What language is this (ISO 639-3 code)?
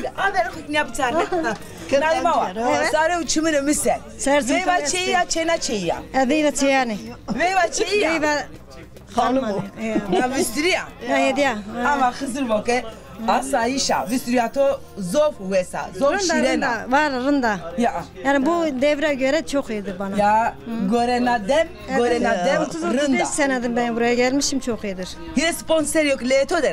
zza